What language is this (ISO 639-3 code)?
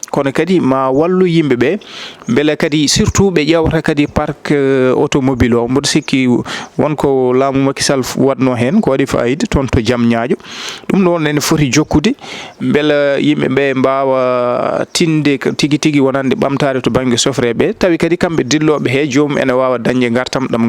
ful